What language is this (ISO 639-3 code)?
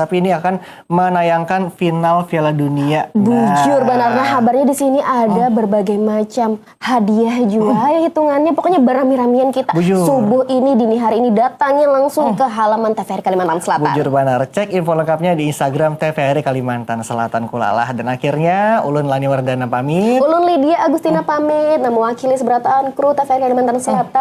bjn